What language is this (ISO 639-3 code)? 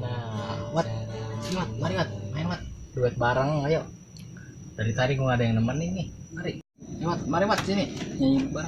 bew